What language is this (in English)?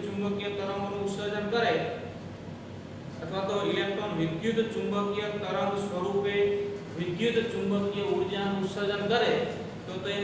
Gujarati